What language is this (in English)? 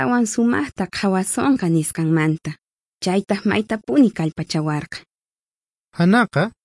South Bolivian Quechua